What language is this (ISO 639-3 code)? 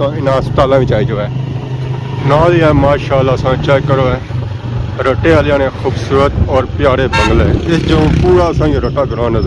phr